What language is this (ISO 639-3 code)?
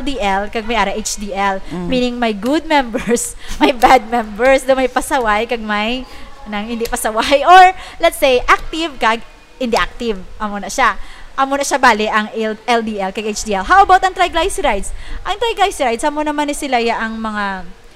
hil